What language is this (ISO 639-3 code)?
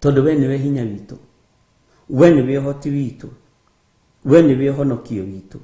kik